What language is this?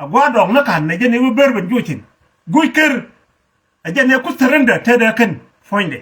Nuer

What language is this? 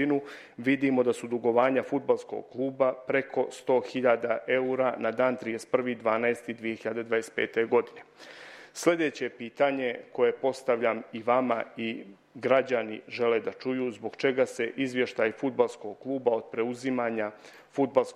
Serbian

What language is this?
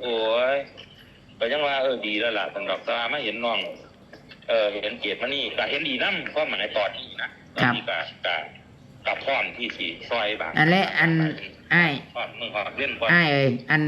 Northeastern Thai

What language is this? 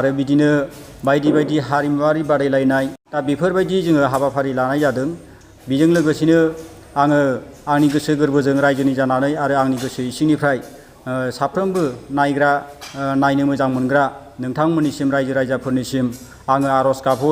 Bodo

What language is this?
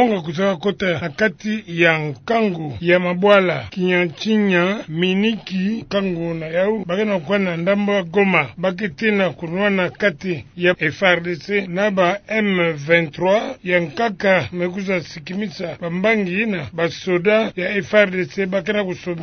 Kituba (Democratic Republic of Congo)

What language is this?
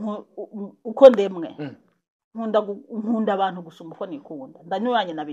Rundi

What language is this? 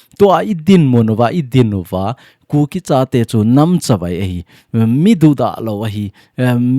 Thado Chin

